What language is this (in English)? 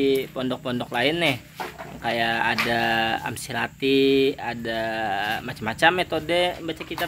Banjar